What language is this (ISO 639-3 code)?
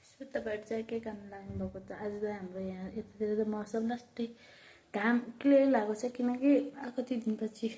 nep